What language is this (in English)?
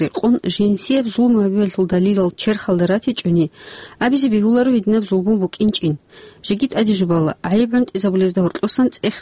Avaric